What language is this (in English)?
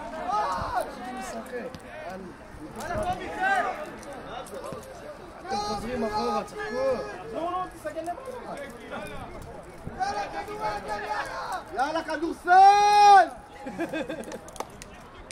Hebrew